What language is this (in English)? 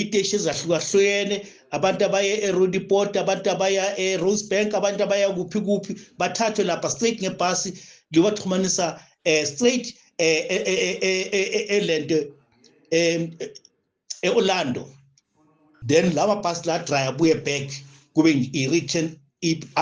Zulu